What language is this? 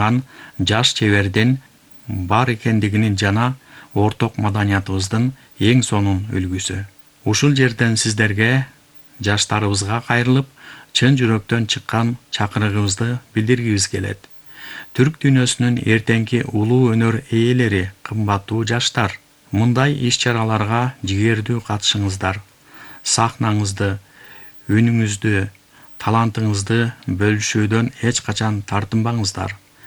Kyrgyz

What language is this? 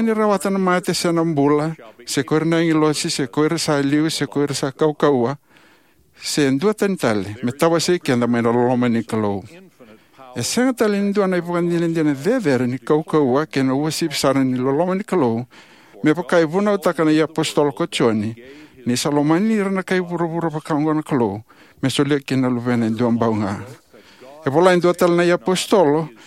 Fijian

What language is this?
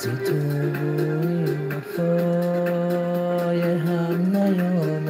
Tajik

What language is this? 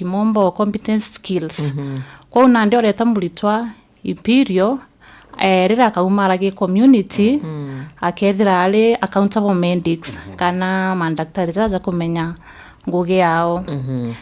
Meru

